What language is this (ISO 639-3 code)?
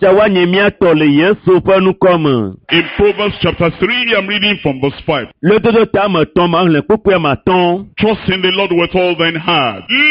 ewe